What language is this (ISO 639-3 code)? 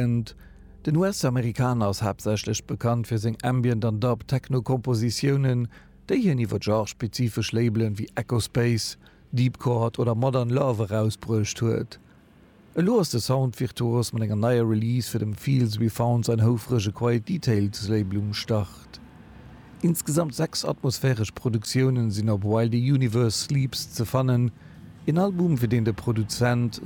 ltz